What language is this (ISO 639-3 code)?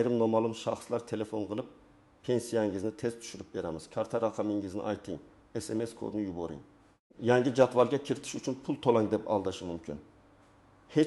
uzb